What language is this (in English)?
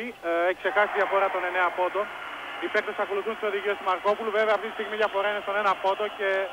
Greek